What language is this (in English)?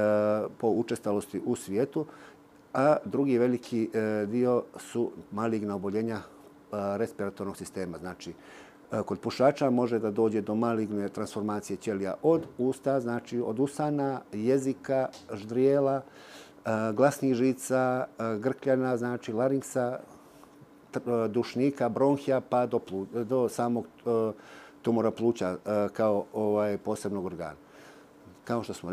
Bosnian